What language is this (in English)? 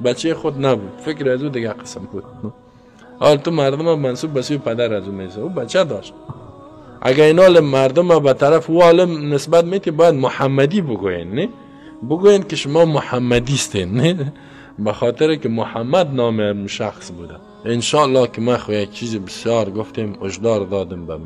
Persian